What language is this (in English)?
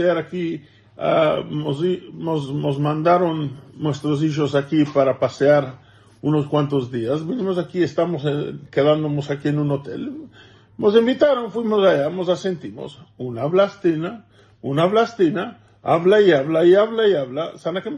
Ladino